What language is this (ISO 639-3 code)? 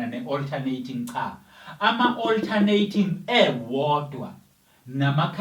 zul